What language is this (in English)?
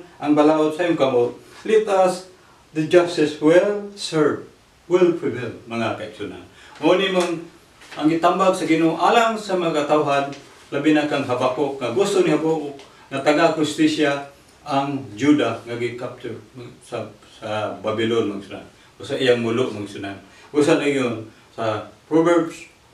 Cebuano